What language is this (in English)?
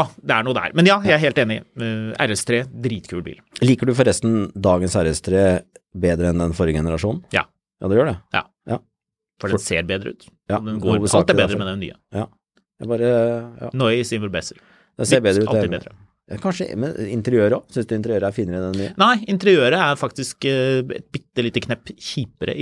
Norwegian